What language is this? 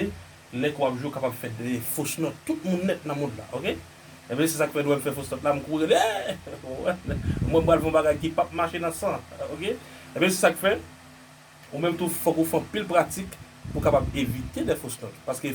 Haitian Creole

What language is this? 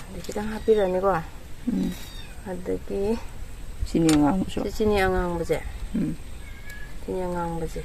Manipuri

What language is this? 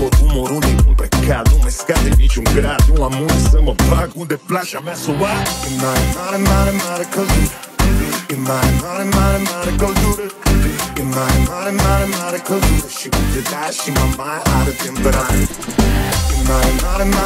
Romanian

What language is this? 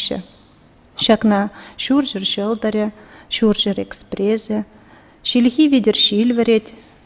Chuvash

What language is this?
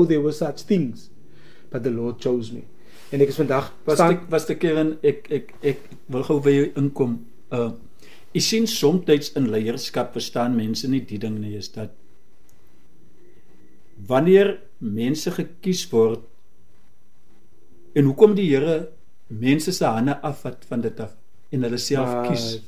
Afrikaans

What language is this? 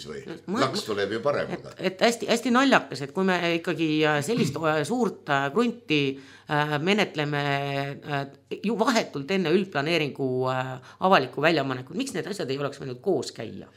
Estonian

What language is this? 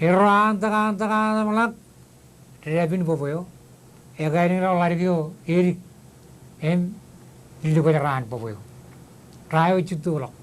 Marshallese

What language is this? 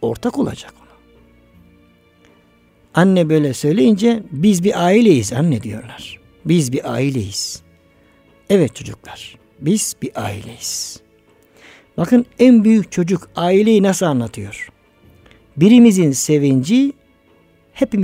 Turkish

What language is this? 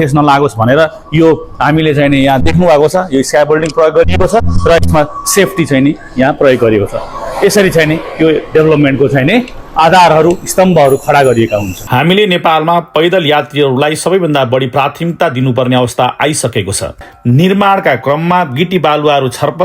Nepali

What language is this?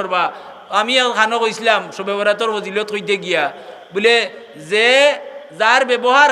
Sylheti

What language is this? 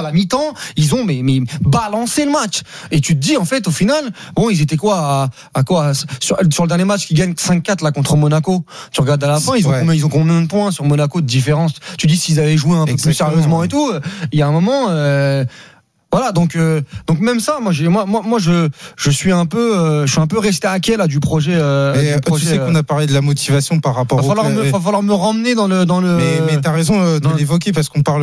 French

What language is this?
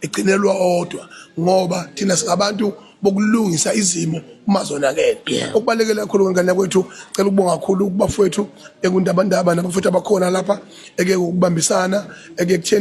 Zulu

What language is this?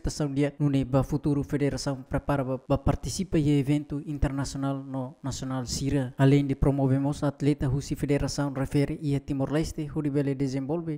Tetum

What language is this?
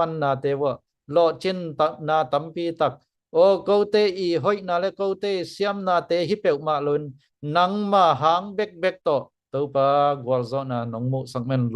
Tedim Chin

